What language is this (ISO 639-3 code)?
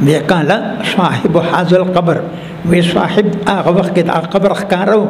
pus